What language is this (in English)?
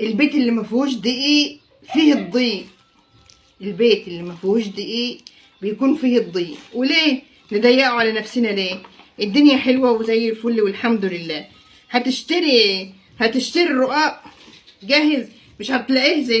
Egyptian Arabic